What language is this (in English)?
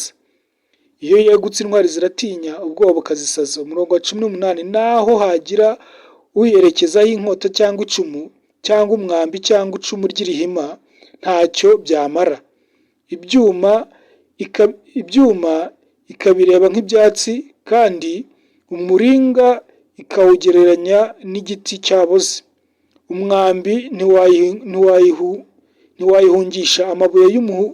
Kinyarwanda